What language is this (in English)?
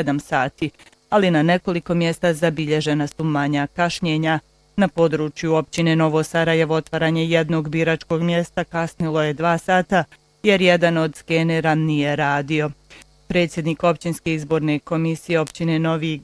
Bosnian